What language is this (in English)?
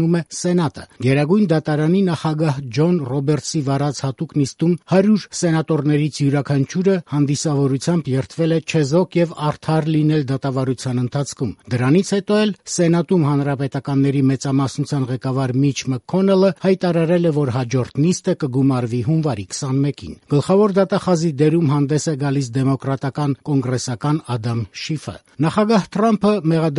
Armenian